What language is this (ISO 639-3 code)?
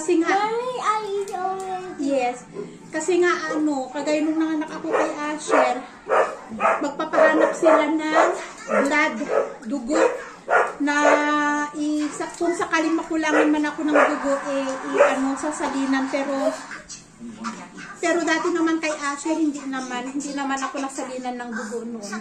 fil